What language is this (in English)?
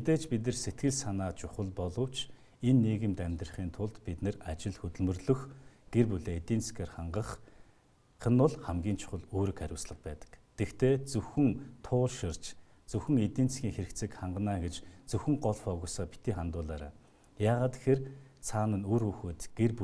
Mongolian